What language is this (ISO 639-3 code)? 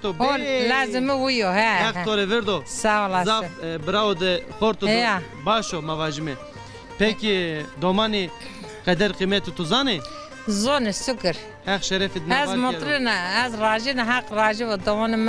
zza